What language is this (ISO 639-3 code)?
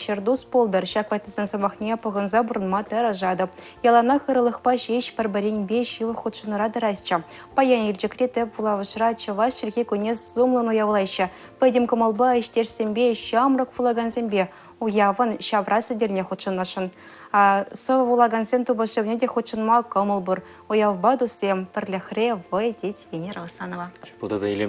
chv